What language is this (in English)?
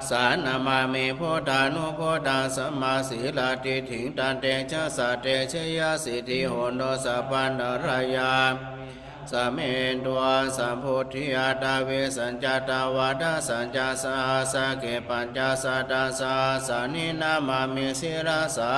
Pali